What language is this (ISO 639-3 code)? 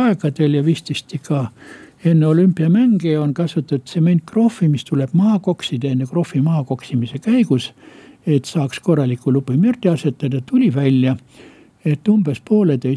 est